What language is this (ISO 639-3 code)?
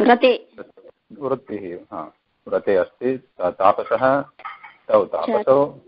san